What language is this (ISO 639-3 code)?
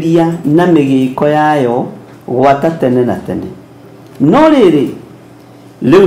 kik